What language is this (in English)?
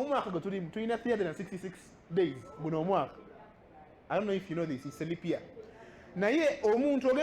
Ganda